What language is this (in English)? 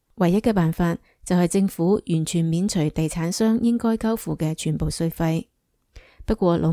Cantonese